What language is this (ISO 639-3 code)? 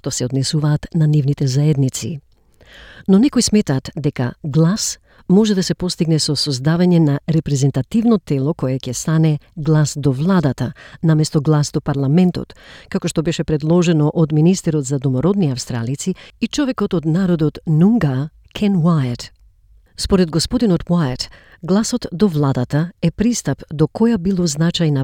mkd